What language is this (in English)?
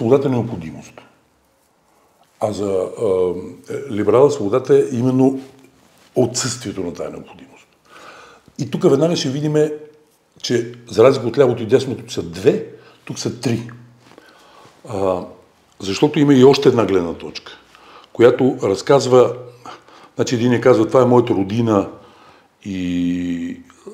Bulgarian